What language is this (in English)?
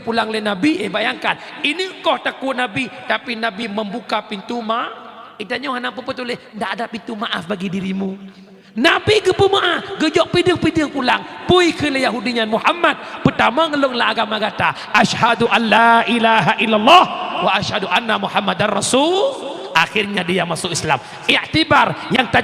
Achinese